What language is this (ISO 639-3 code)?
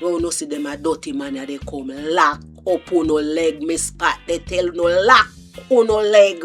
jam